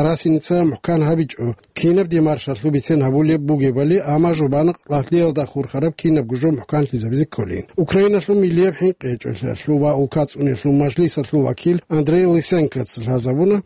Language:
Avaric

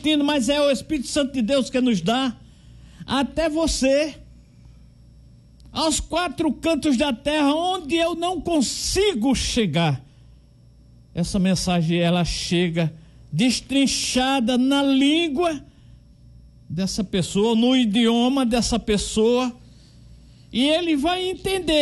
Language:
Portuguese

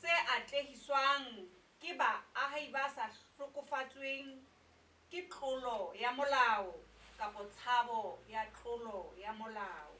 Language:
Southern Sotho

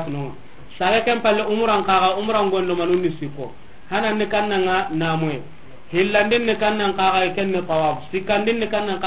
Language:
Soninke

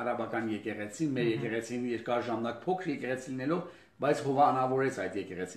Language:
Armenian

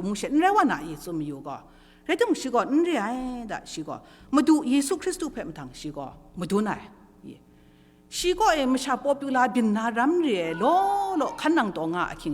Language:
Kachin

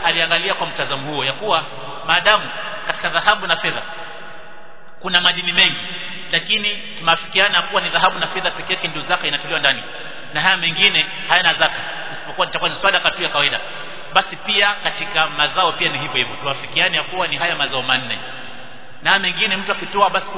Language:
Swahili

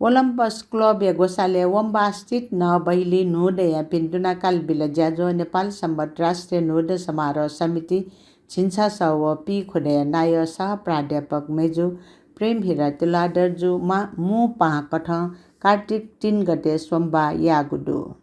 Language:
Newari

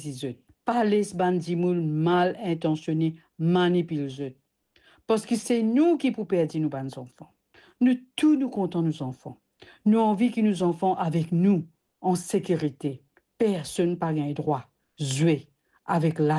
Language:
Morisyen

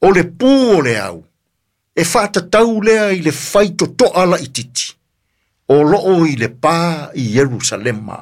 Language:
Samoan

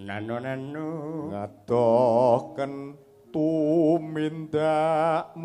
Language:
Javanese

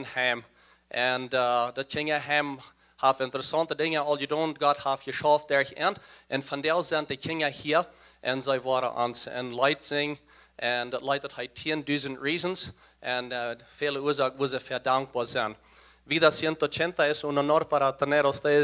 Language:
Plautdietsch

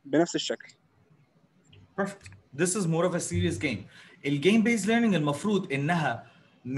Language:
Egyptian Arabic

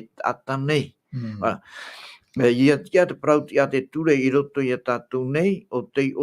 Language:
Tahitian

